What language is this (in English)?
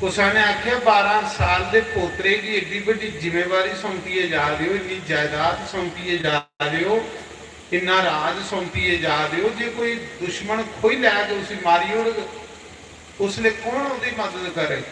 Dogri